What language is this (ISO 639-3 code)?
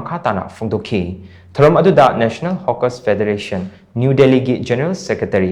mni